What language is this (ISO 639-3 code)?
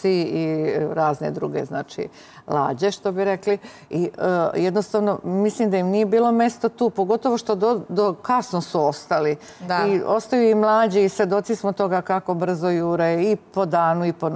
srp